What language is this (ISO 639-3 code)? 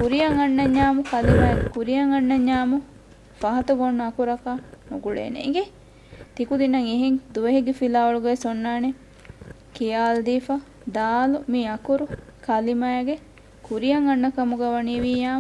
div